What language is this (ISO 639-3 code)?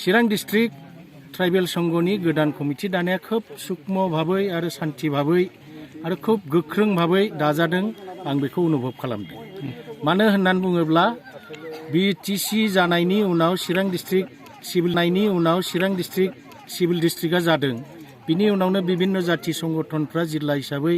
brx